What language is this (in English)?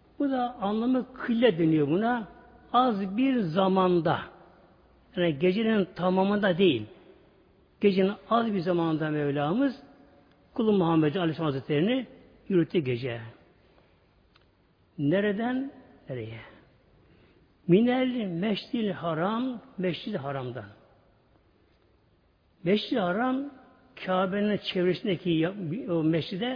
Turkish